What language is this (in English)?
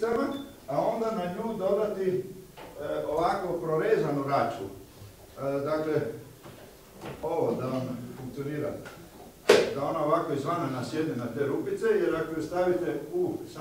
Croatian